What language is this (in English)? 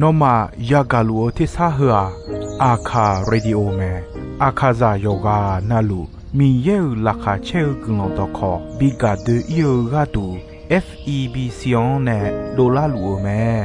Akha